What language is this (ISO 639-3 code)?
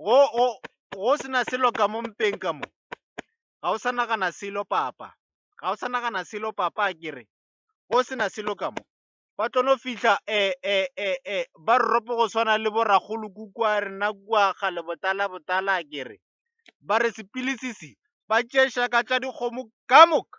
nso